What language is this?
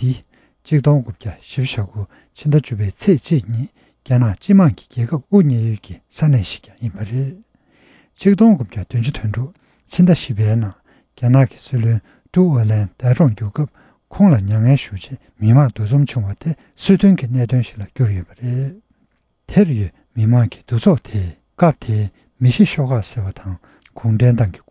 Tibetan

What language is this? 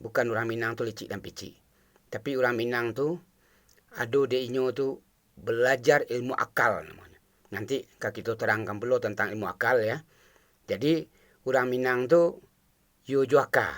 Minangkabau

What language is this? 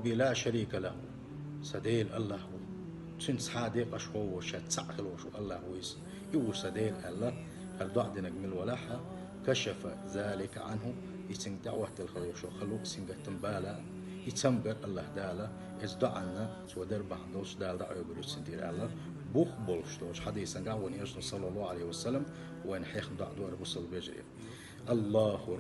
Chechen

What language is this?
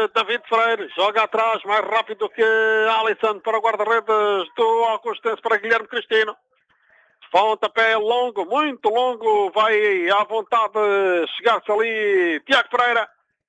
Portuguese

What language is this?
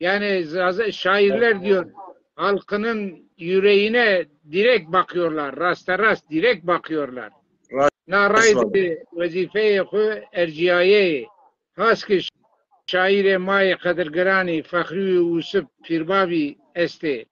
Zaza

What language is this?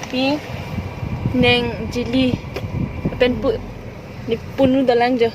Karbi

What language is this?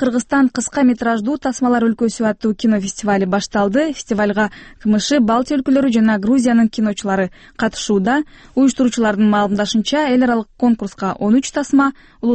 Kyrgyz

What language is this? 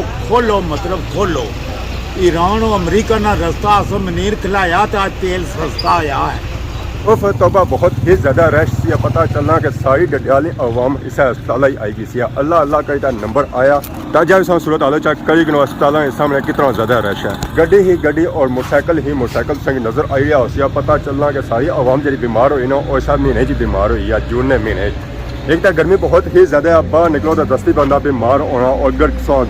Pahari-Potwari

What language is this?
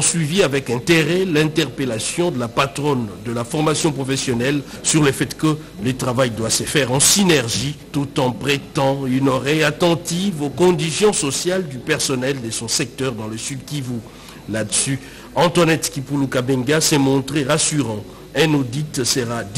French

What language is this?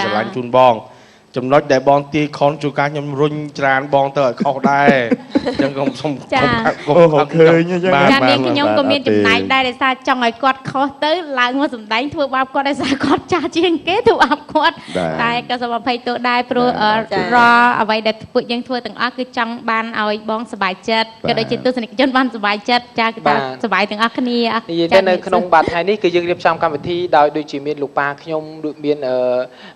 Khmer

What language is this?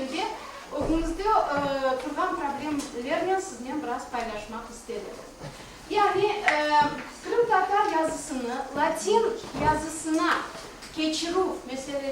Crimean Tatar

